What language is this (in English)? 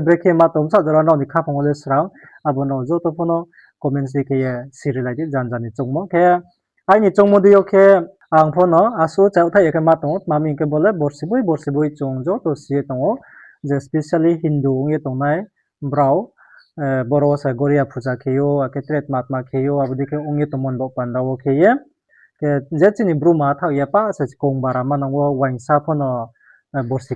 Riang (India)